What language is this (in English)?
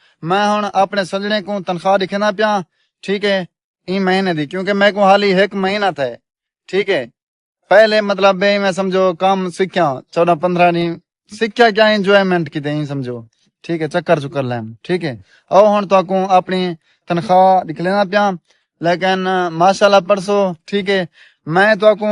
Saraiki